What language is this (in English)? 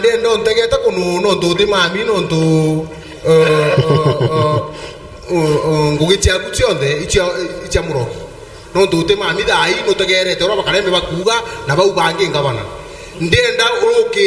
Meru